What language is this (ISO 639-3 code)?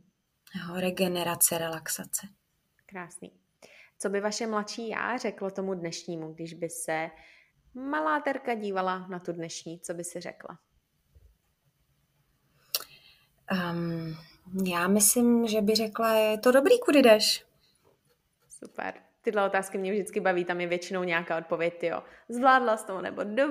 ces